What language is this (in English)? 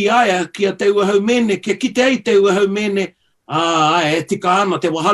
Māori